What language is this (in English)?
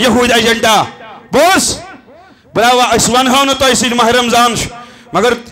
Kashmiri